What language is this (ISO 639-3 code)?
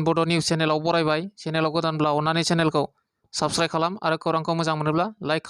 brx